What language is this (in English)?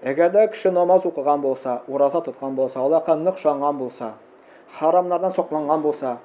Tatar